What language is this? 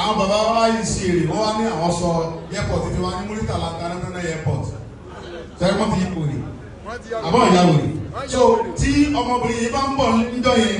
Yoruba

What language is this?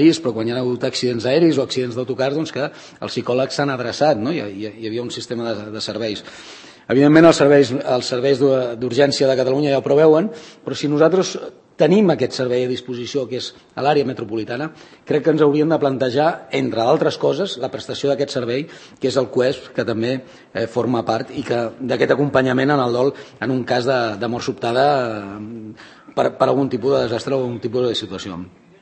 Catalan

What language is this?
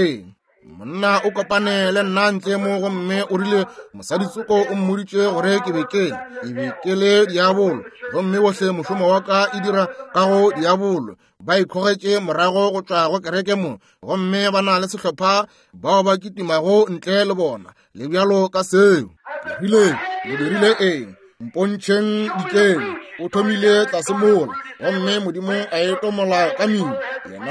Northern Sotho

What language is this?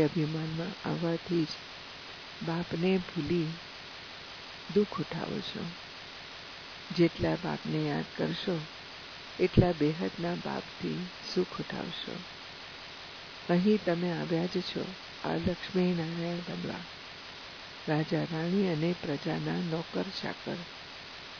Gujarati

